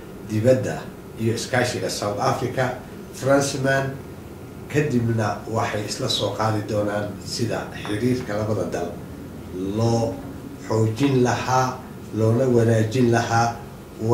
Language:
Somali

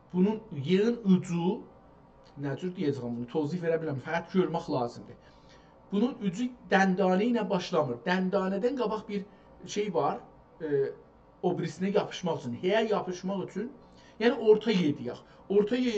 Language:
South Azerbaijani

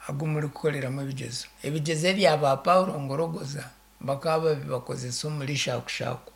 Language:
Nyankole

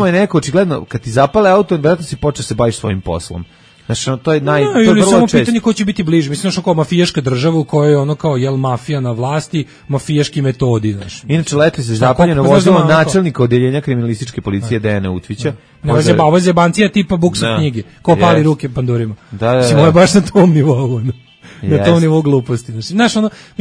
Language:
Serbian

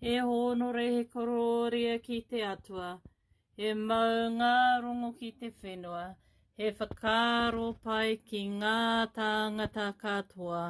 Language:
Māori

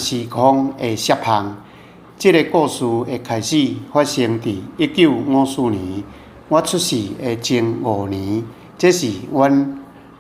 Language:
Min Nan Chinese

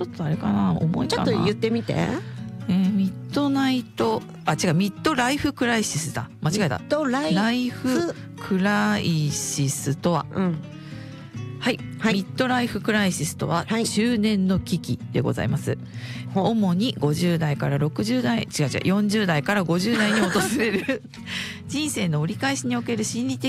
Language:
Japanese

